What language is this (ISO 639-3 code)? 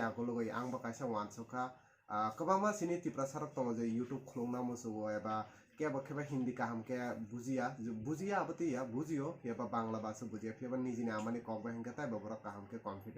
trp